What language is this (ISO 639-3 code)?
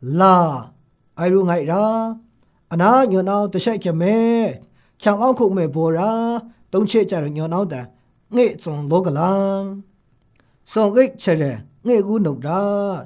mhx